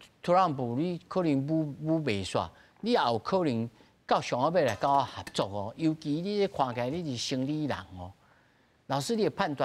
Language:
Min Nan Chinese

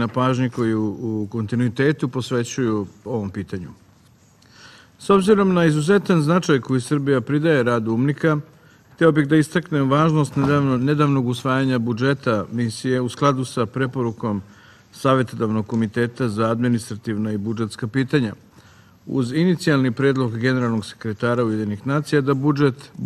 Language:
Serbian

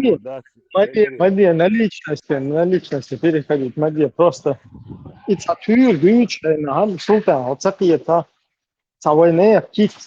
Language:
Chechen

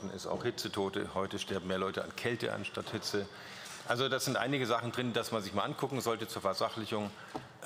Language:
German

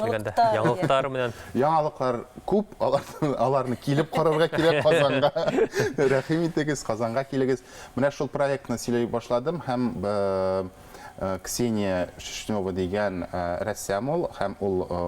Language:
Bashkir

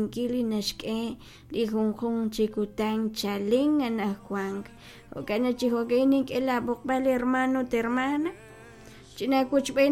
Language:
Kekchí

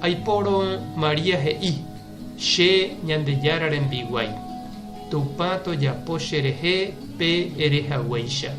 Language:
Guarani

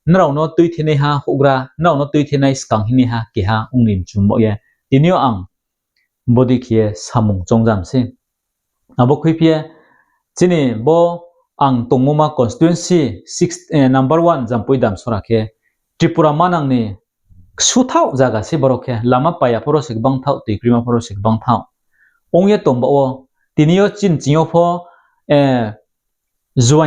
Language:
Riang (India)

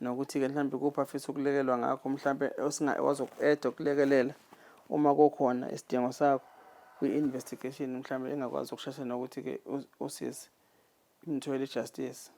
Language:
Zulu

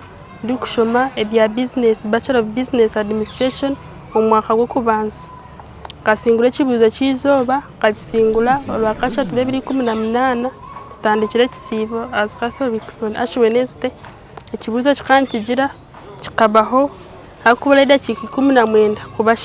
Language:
Nyankole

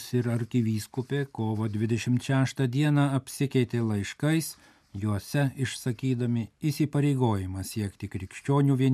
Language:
Lithuanian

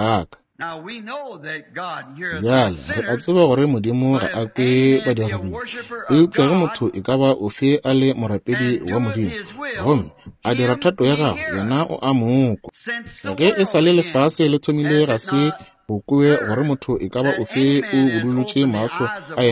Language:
Northern Sotho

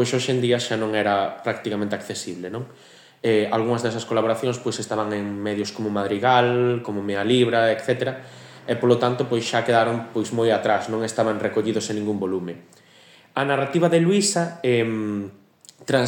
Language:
Galician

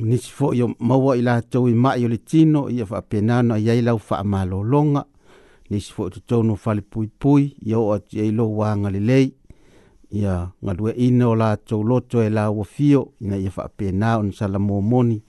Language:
Samoan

